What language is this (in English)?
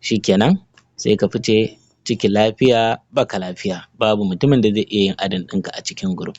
Hausa